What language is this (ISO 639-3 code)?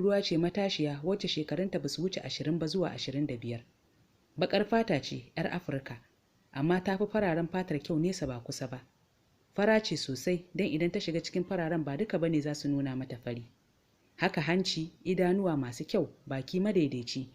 hau